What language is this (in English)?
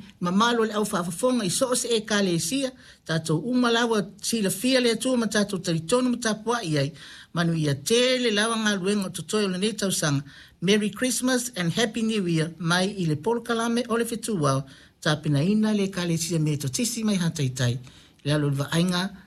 Samoan